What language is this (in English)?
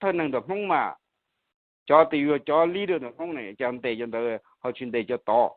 Hmong